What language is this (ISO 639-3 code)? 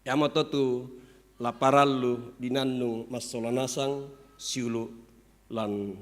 sda